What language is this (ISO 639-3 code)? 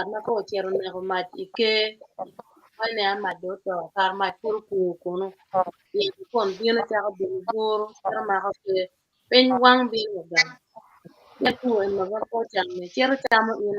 ach